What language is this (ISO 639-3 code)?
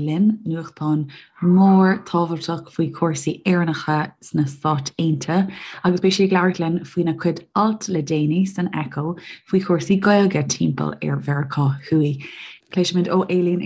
gle